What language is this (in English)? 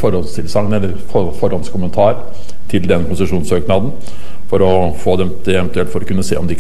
Norwegian